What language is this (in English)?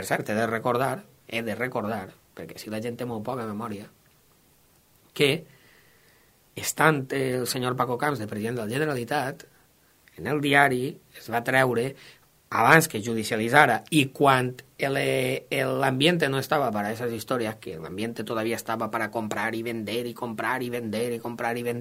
Catalan